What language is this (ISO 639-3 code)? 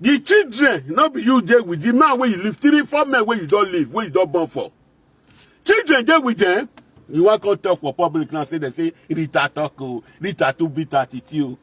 pcm